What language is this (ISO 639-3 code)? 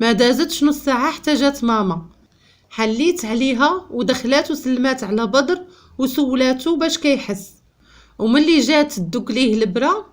ary